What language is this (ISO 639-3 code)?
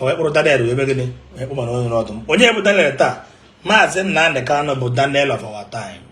ibo